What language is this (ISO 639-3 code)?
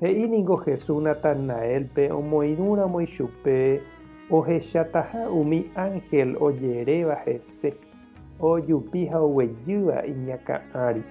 grn